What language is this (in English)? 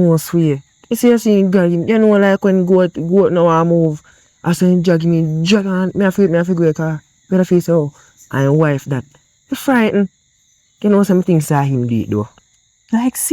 Jamaican Creole English